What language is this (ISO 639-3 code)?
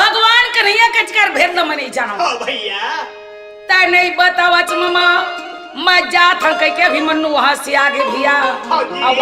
hne